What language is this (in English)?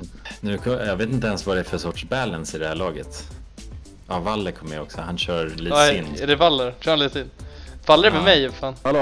Swedish